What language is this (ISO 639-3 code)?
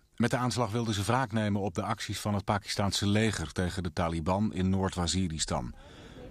nld